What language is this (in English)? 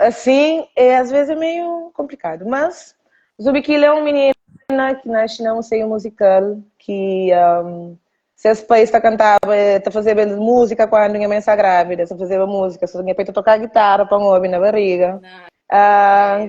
Kabuverdianu